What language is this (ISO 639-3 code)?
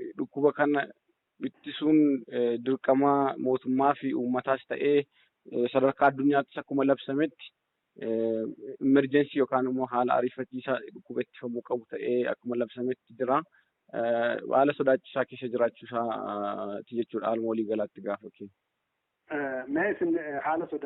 orm